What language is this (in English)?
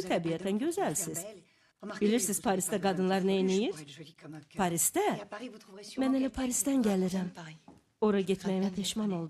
Azerbaijani